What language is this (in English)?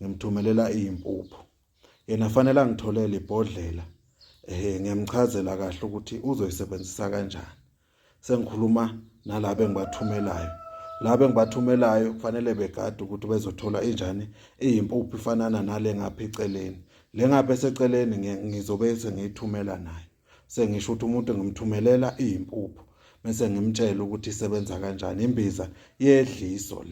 Zulu